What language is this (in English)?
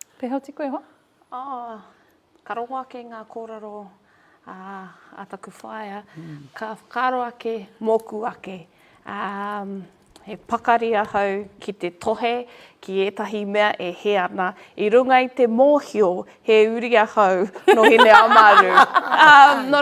Māori